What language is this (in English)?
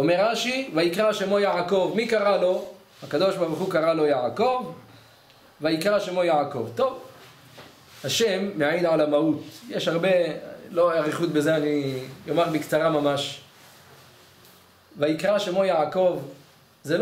Hebrew